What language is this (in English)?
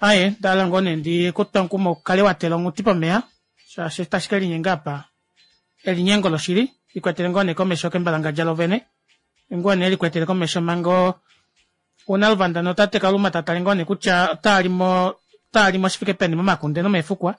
Kuanyama